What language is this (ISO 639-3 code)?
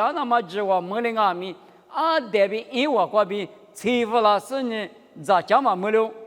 lis